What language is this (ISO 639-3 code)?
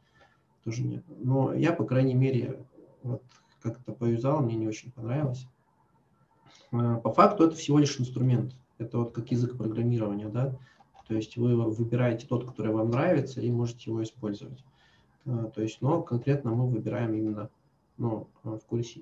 rus